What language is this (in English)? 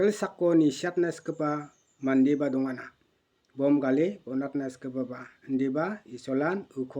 Garo